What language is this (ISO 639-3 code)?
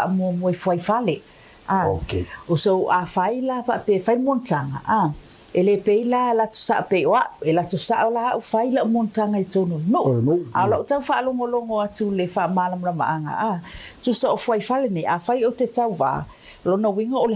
smo